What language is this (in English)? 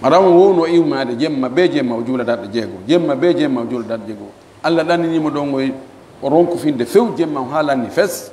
Fula